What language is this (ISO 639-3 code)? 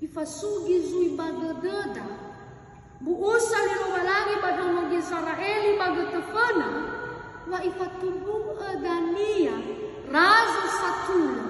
nia